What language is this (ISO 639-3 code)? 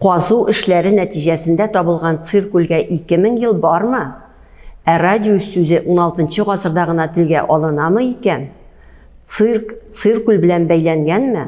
tat